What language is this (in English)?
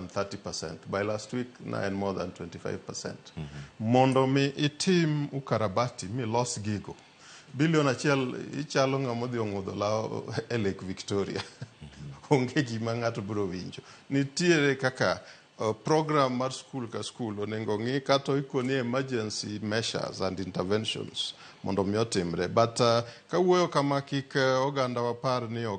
Luo (Kenya and Tanzania)